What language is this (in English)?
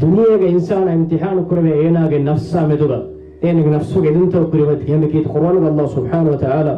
Divehi